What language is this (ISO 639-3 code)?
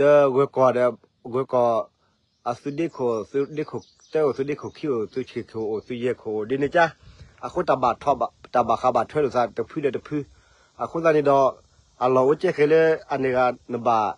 ksw